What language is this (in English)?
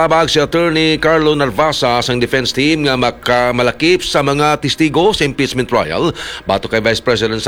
Hiligaynon